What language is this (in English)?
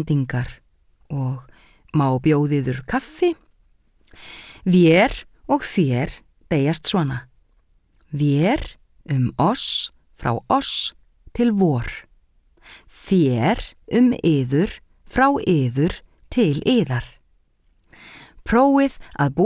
Icelandic